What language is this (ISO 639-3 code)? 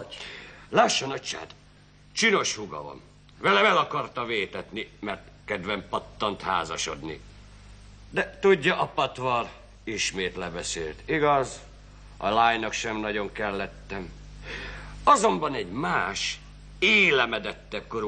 hun